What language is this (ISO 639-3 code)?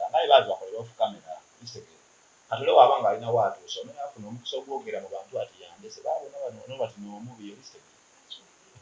xog